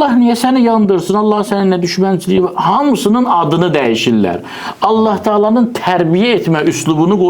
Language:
Azerbaijani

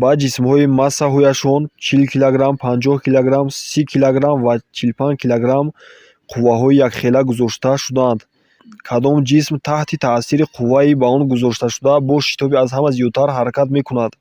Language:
Tajik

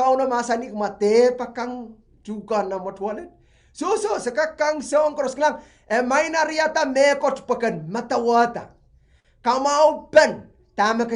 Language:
Pohnpeian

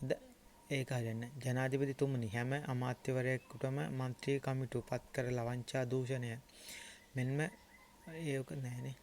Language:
Sinhala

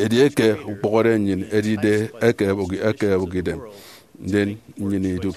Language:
Efik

